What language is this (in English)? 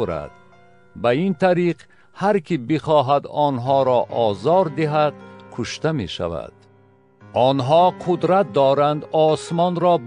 Tajik